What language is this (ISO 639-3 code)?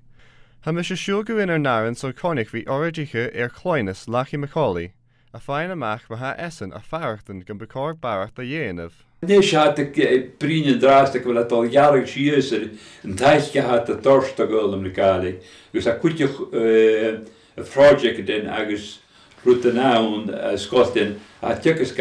gla